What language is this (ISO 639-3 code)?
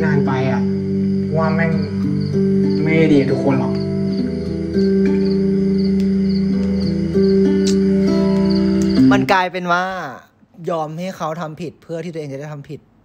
tha